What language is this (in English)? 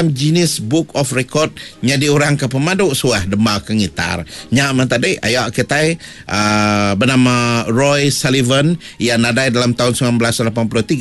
Iban